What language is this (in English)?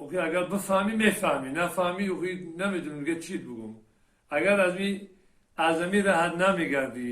Tajik